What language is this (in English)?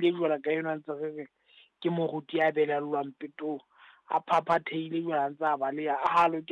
Southern Sotho